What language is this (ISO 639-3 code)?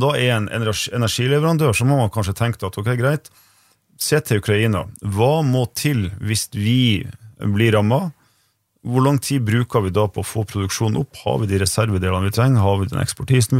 nor